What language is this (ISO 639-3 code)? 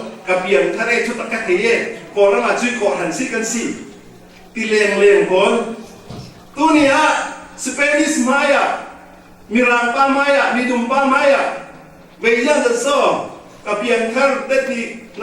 cfm